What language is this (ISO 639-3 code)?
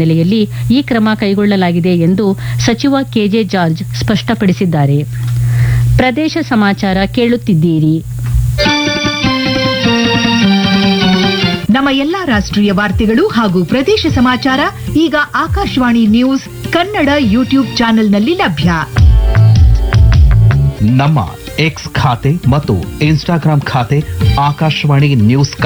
kan